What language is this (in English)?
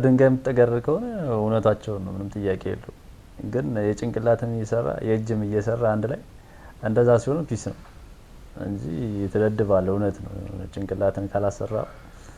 Amharic